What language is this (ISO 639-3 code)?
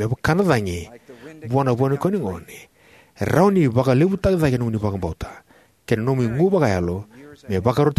fij